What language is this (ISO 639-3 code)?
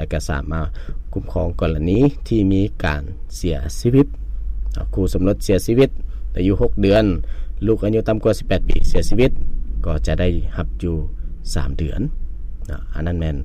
lao